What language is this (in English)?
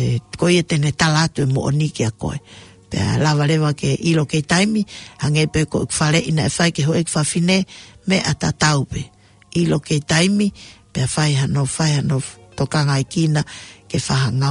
Tongan